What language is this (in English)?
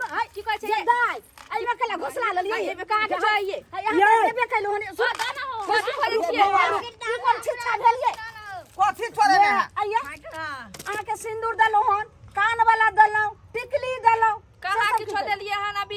Maithili